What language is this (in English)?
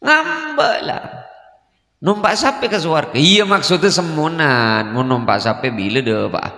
Madurese